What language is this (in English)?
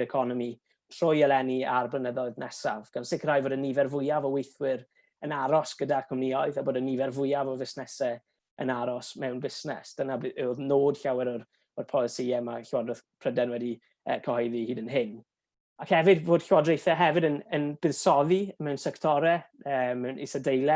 Welsh